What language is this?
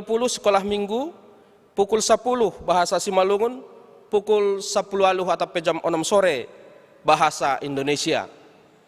Batak Simalungun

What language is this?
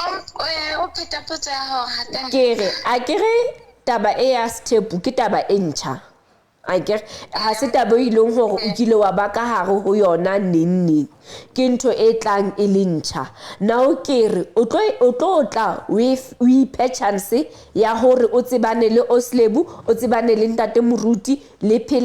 Southern Sotho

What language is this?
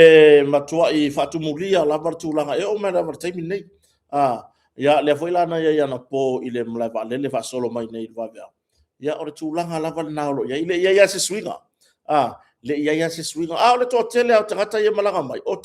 Samoan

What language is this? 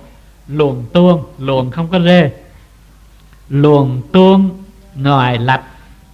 Vietnamese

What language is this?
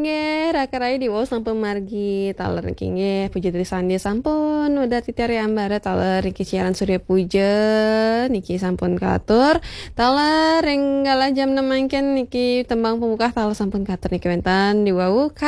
Balinese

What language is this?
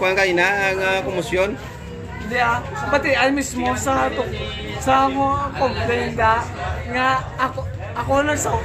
Hiligaynon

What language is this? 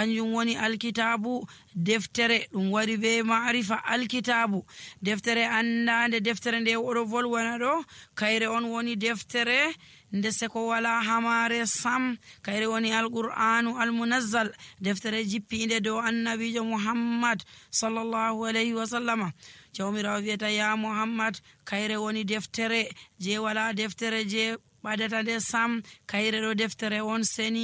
Nigerian Fulfulde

